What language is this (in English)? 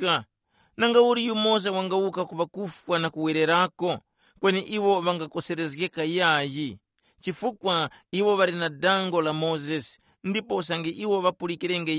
Tumbuka